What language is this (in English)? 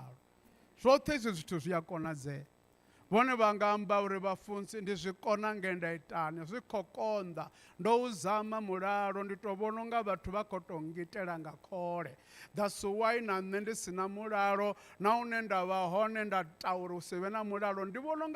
Venda